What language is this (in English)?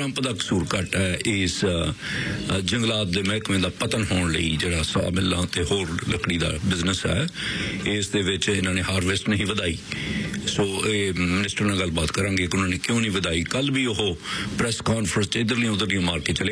Punjabi